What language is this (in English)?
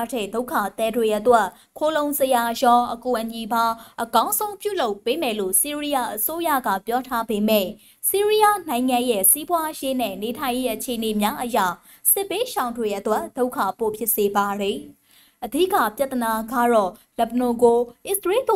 Burmese